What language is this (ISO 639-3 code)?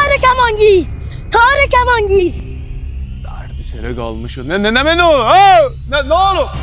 azb